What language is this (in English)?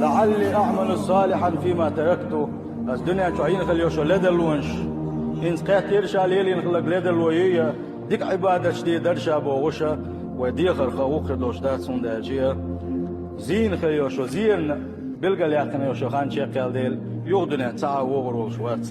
Chechen